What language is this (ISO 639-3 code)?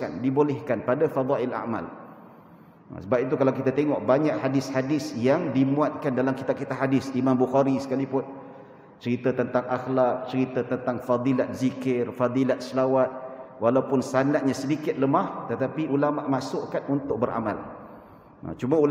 msa